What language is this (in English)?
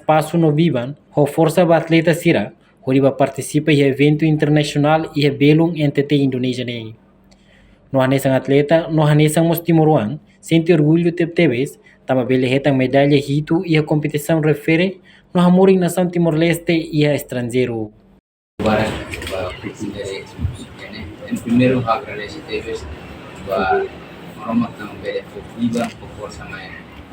Tetum